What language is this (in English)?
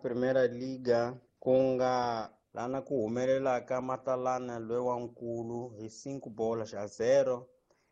Tsonga